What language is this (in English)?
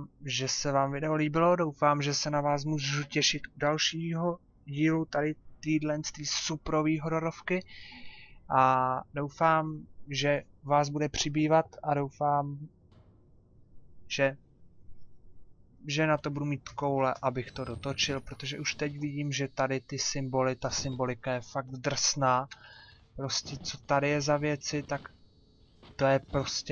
Czech